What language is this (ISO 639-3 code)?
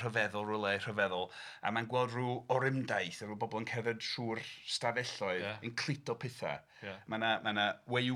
cym